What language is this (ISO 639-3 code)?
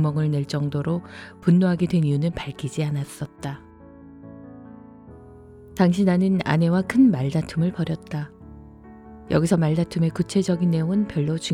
kor